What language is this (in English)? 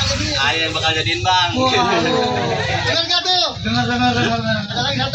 Betawi